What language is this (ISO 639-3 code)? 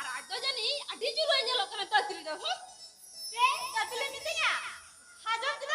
sat